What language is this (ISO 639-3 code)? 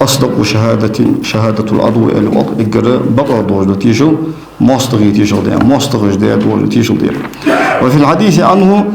inh